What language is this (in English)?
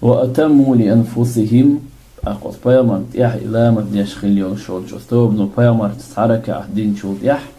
Chechen